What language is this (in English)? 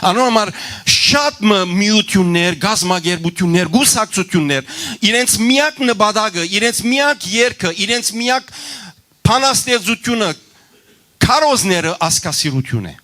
Western Armenian